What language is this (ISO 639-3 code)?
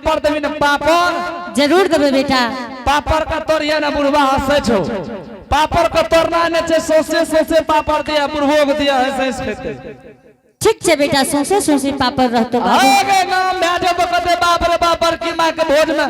anp